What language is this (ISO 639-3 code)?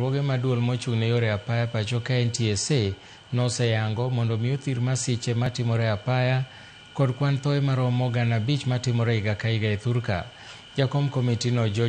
luo